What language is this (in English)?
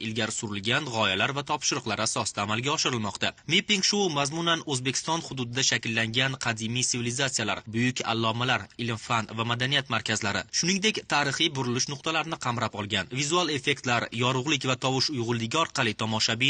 Uzbek